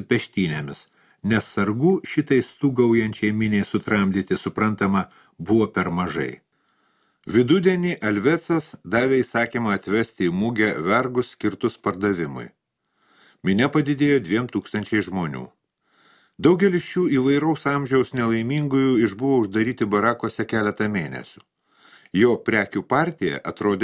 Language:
Lithuanian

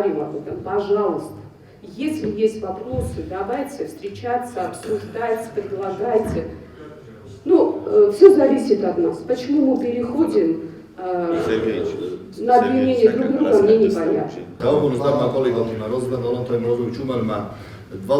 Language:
Ossetic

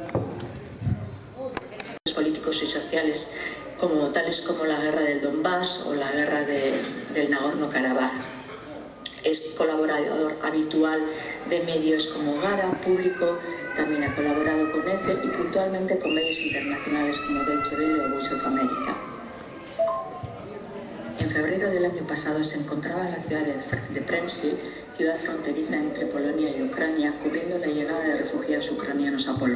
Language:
Spanish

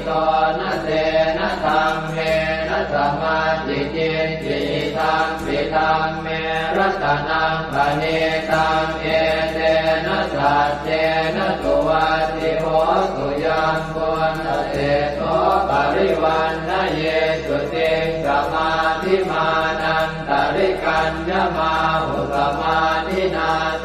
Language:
Pali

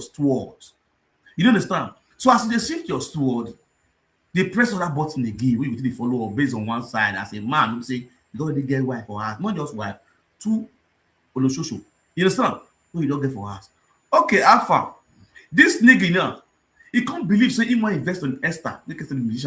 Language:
Nigerian Pidgin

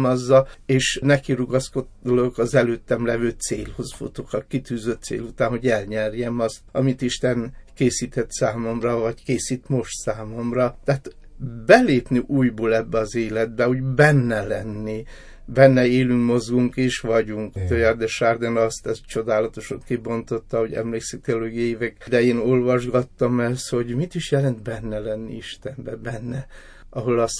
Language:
Hungarian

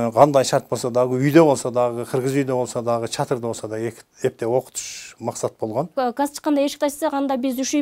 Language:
Kyrgyz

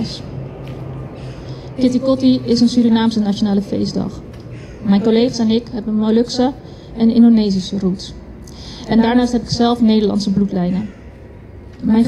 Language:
Dutch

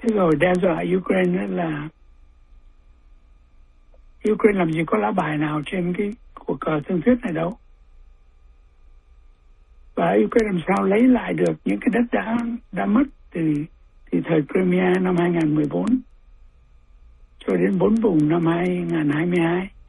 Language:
Vietnamese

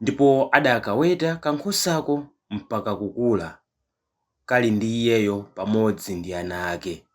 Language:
Nyanja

